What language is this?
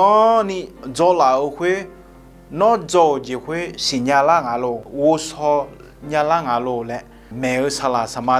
Akha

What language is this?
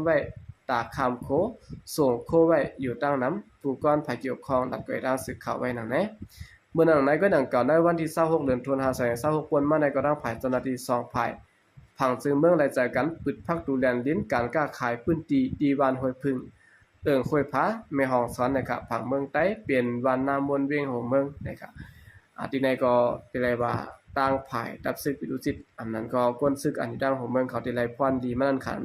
Shan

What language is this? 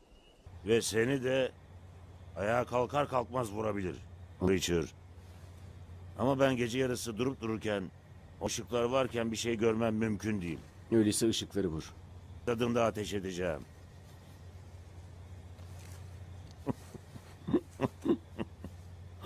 Turkish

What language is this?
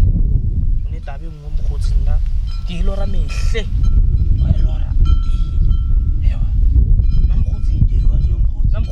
Northern Sotho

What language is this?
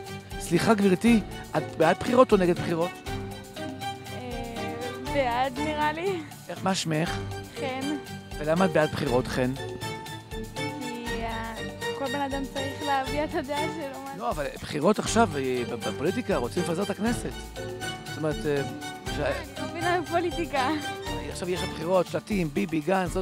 Hebrew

